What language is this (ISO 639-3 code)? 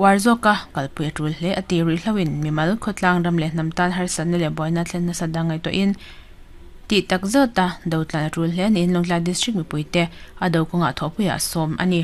lus